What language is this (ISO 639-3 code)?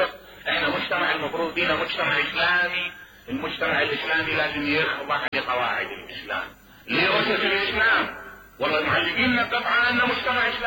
acm